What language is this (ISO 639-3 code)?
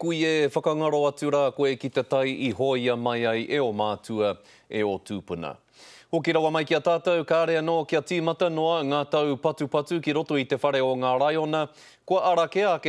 mri